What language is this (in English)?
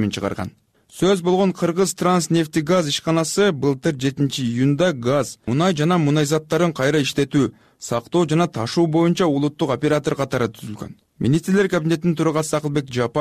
Kyrgyz